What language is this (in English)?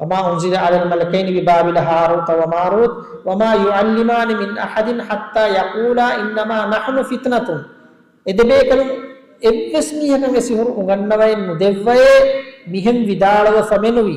Divehi